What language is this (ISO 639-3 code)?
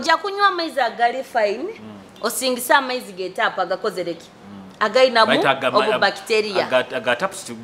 nyo